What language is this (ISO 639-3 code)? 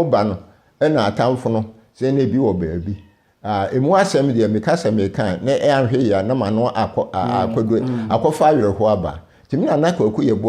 aka